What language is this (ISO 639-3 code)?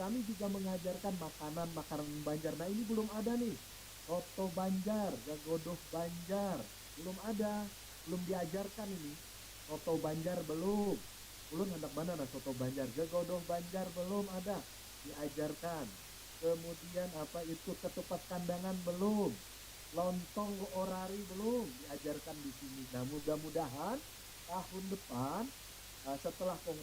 bjn